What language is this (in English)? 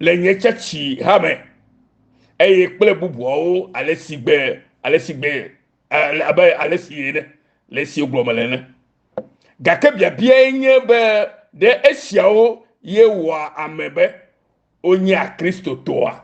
Ewe